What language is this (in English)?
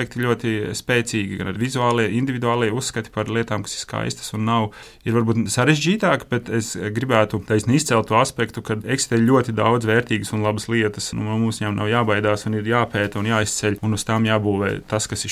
Latvian